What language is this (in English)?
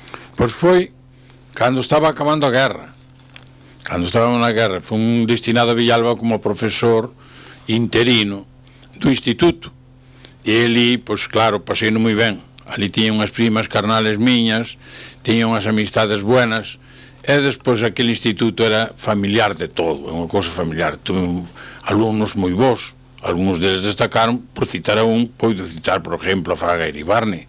Galician